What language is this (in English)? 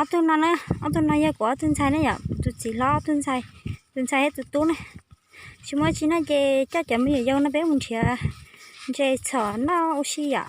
Hmong